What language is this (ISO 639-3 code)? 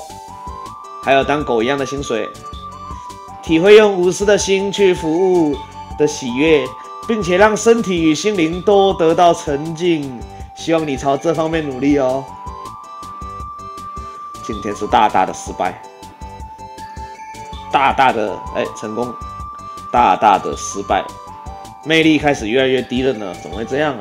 zho